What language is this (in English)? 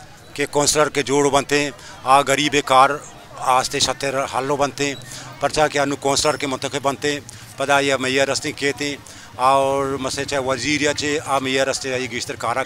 Baluchi